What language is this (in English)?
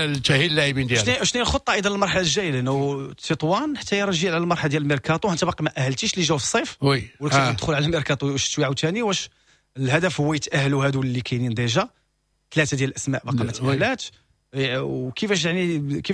Moroccan Arabic